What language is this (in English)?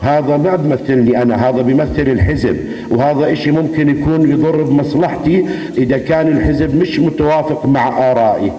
North Levantine Arabic